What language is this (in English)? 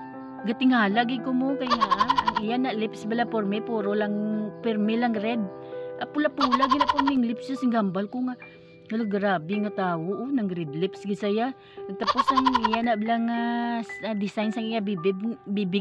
Hiligaynon